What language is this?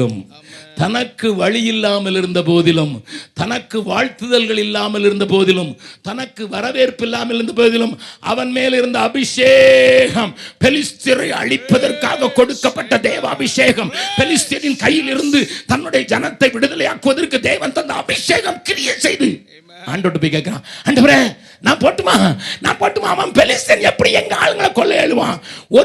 Tamil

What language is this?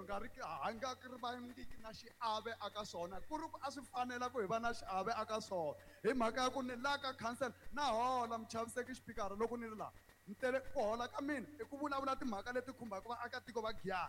Tsonga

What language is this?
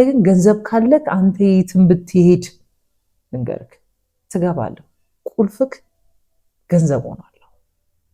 Amharic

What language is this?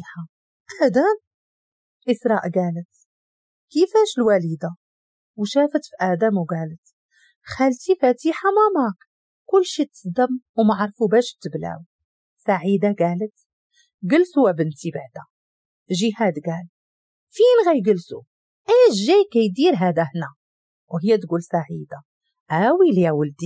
Moroccan Arabic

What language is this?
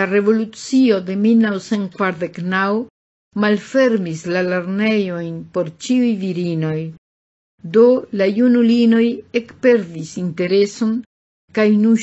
Esperanto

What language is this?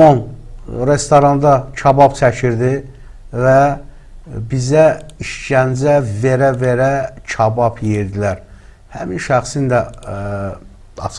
Azerbaijani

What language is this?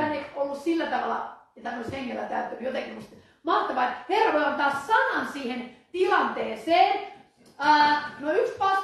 Finnish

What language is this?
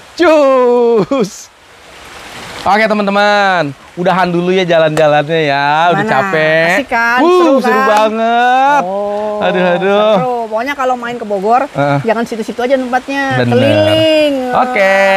Indonesian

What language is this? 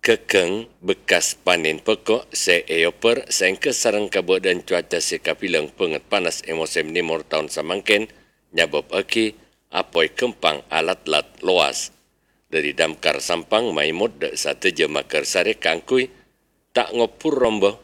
Madurese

